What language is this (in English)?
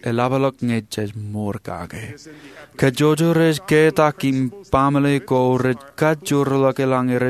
Marshallese